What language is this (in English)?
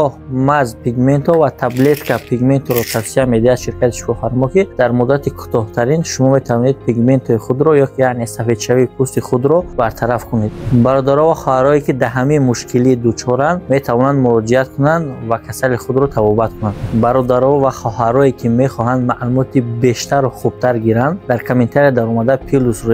Tajik